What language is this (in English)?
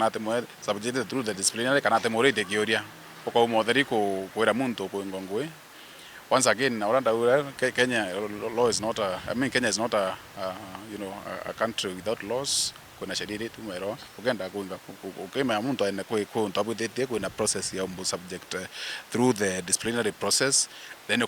Meru